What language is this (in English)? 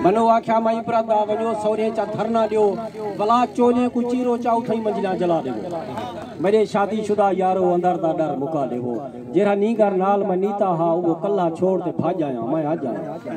Saraiki